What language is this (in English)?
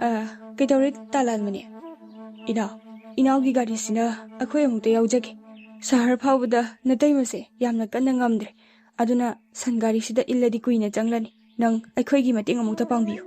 Manipuri